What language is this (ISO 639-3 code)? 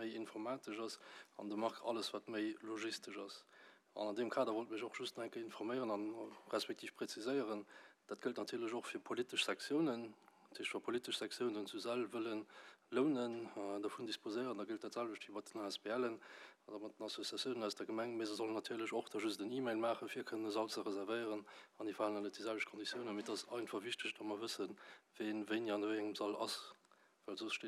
ltz